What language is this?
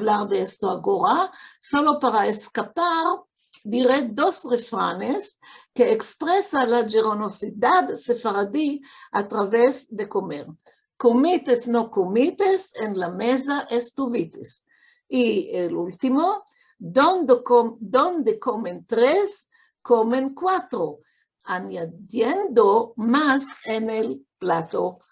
Ladino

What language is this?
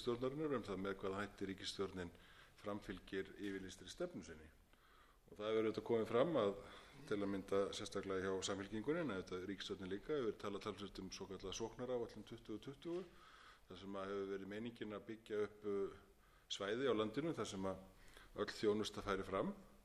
Icelandic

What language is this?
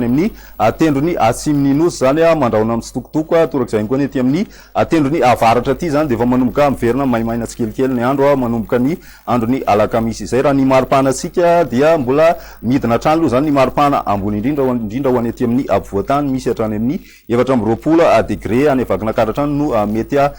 Malagasy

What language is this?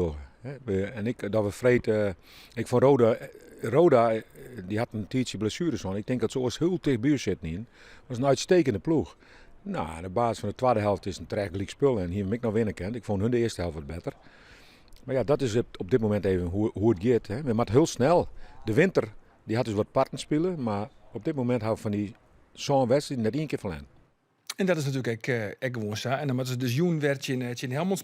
Western Frisian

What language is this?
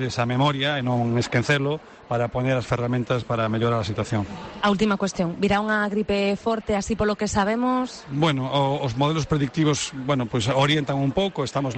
Galician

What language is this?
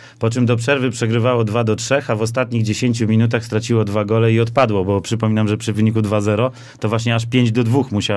Polish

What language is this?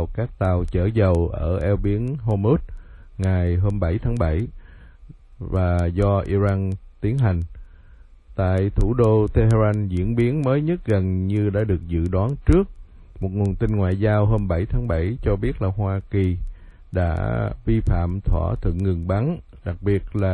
Vietnamese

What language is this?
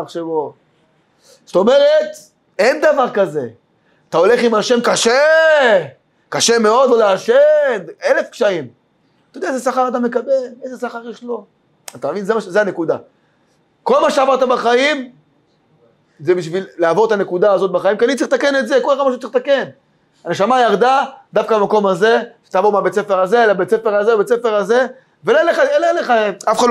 Hebrew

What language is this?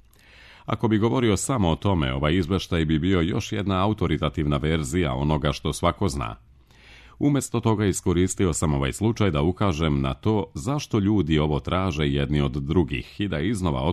Serbian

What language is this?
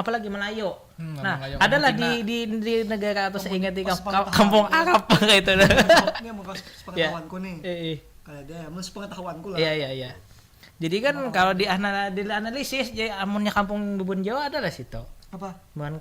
Banjar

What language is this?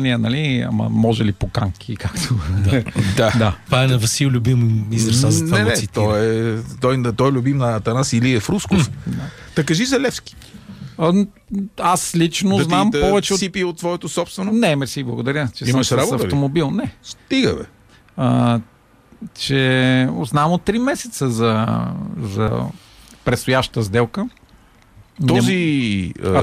Bulgarian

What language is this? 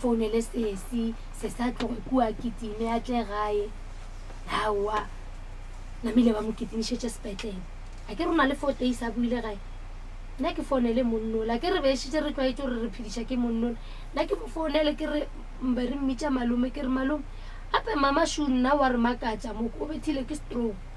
Northern Sotho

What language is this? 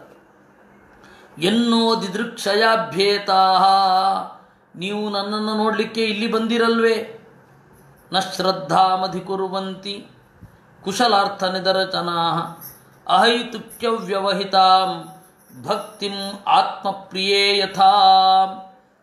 Kannada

